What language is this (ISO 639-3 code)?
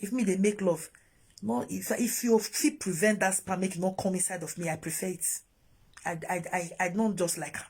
pcm